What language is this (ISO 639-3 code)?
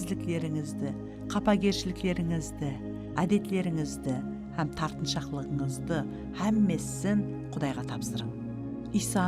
kaa